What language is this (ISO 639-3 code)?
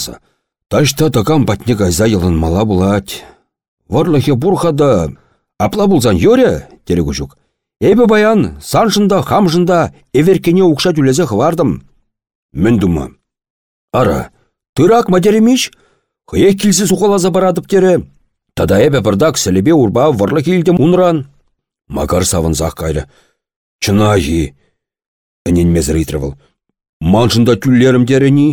chv